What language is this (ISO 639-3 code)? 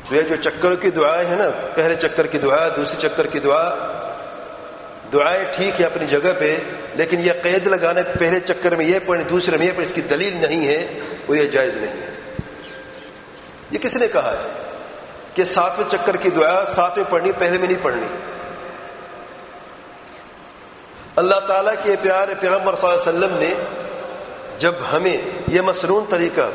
urd